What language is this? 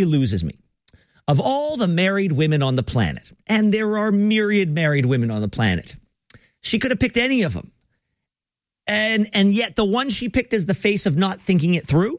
English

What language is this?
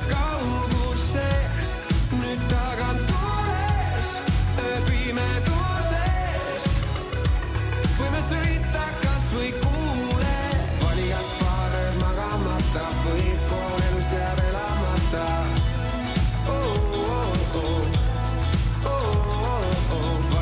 Estonian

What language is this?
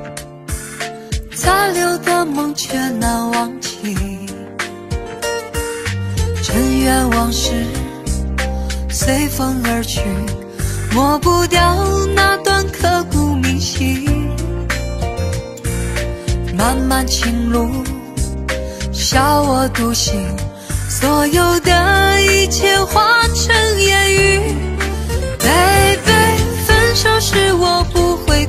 Chinese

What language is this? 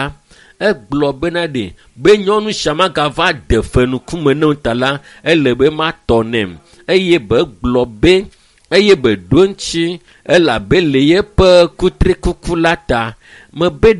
Ewe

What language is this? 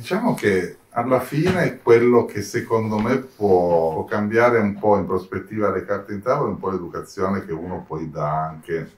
Italian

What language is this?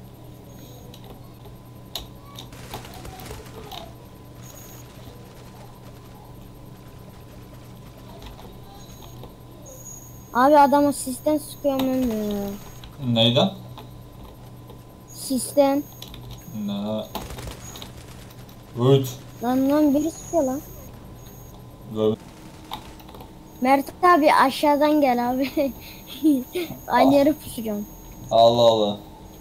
Turkish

